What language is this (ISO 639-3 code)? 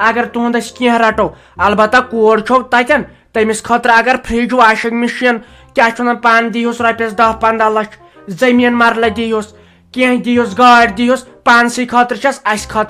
kas